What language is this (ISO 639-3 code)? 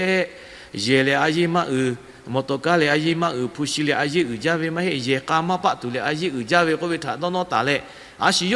lhu